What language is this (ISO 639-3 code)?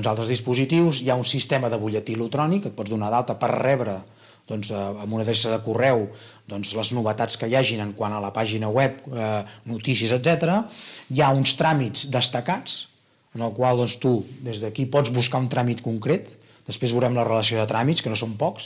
cat